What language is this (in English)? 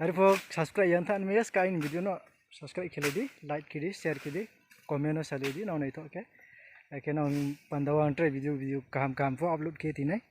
Riang (India)